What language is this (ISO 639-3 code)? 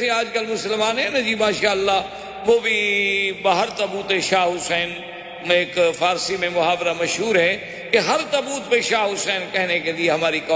urd